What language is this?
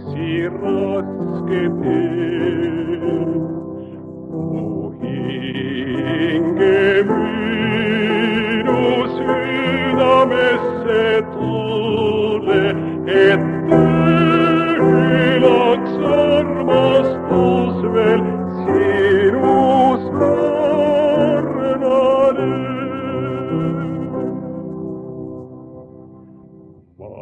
Estonian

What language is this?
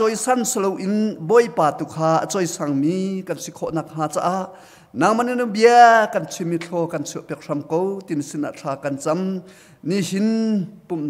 Hakha Chin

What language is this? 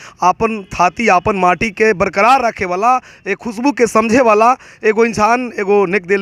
Bhojpuri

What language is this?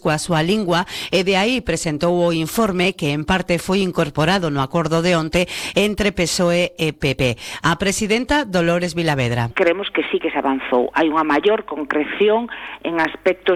Galician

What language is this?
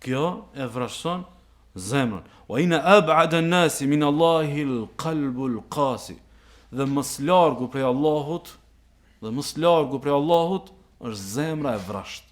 Albanian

